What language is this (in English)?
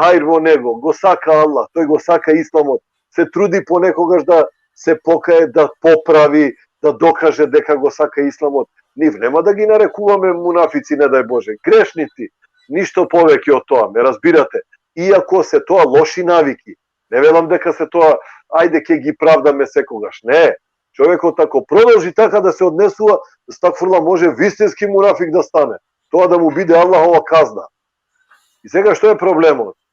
Balkan Romani